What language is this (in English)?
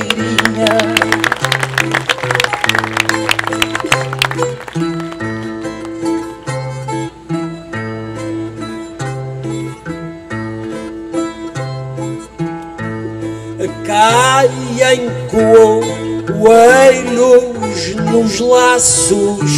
Portuguese